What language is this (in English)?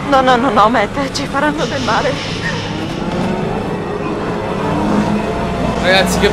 Italian